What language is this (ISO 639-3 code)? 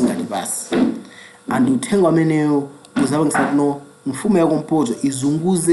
nya